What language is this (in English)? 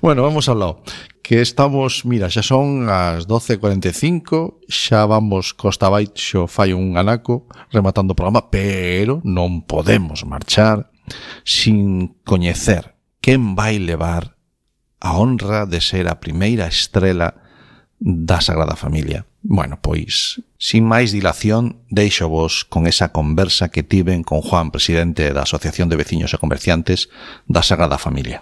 Galician